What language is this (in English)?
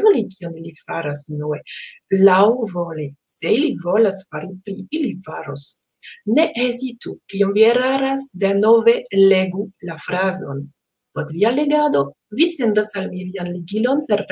Esperanto